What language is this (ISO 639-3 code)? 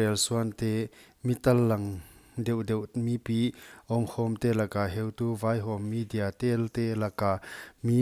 pck